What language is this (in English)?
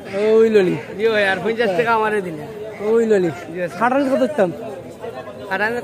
Sylheti